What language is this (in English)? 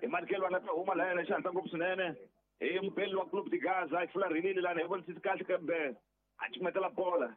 Tsonga